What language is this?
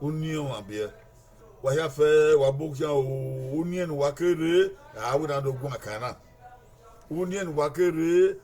Bini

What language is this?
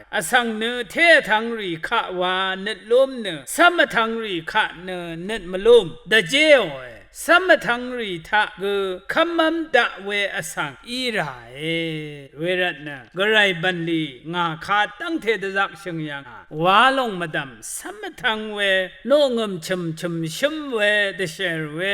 Rawang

